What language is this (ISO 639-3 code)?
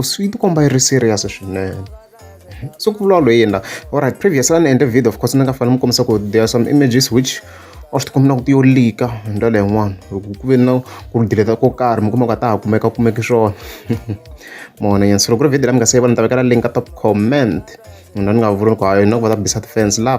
tso